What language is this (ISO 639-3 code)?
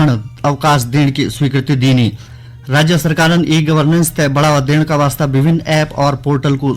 gbm